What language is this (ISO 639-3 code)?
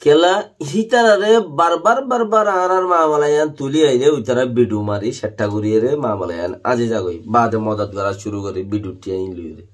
rhg